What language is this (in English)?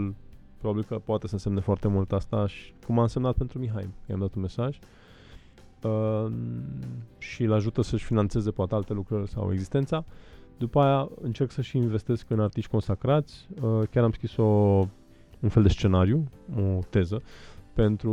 Romanian